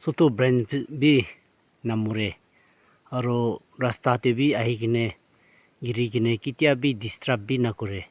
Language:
Naga Pidgin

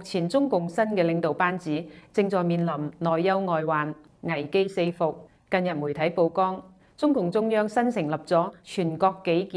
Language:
Cantonese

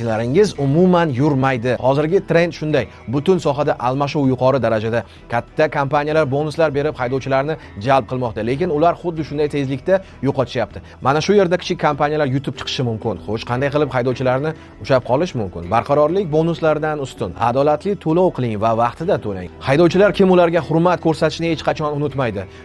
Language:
Uzbek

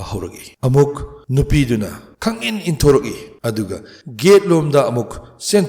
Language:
Manipuri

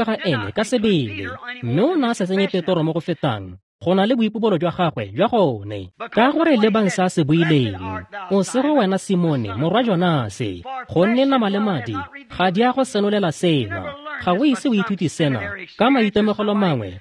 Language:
Tswana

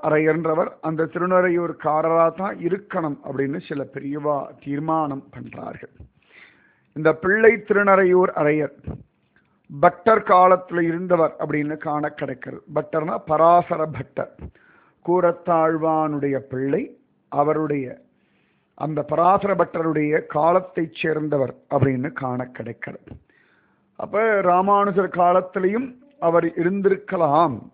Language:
Tamil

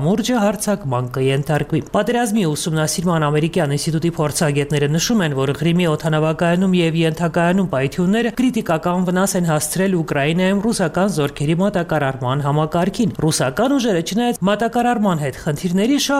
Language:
Armenian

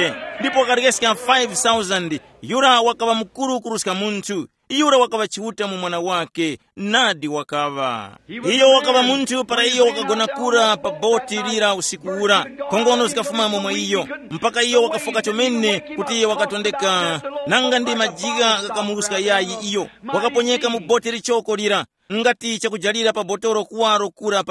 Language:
Tumbuka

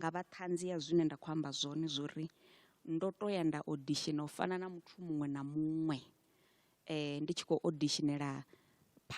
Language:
Venda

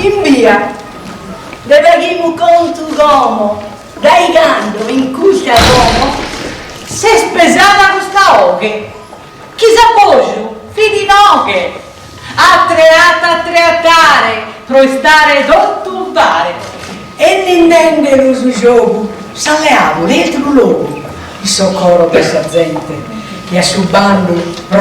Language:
Sardinian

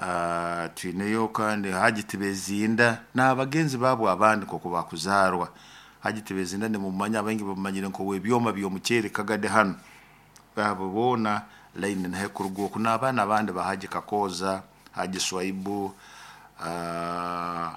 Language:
Nyoro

